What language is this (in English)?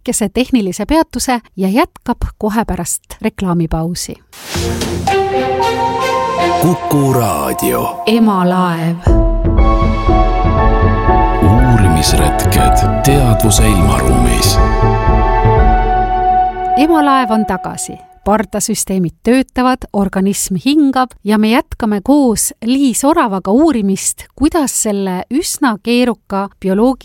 Estonian